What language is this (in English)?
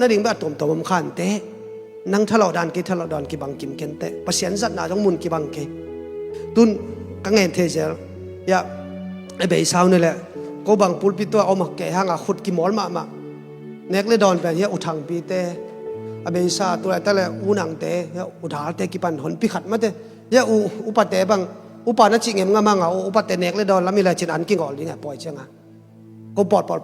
Tedim Chin